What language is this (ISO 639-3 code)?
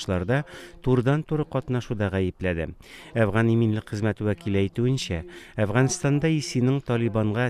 tat